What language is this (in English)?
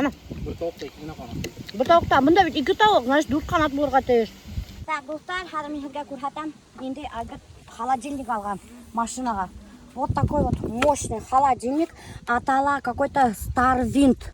Bashkir